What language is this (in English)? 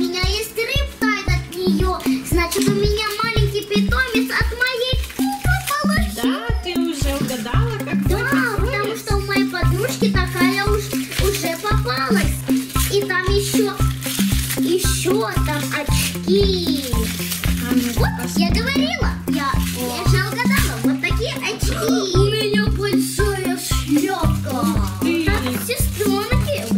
Russian